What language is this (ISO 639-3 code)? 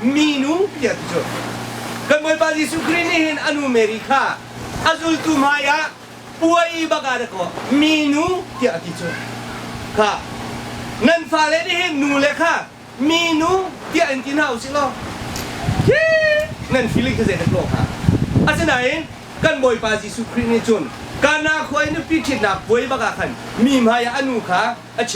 cnh